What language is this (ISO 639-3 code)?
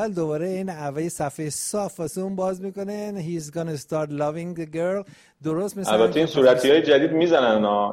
fas